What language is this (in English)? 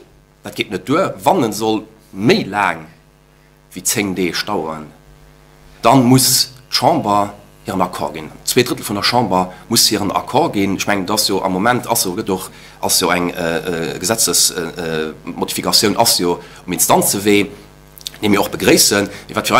Luxembourgish